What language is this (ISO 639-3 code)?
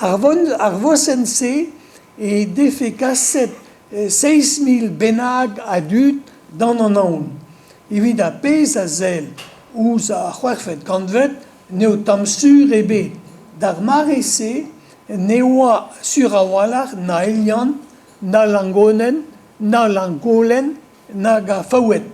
bre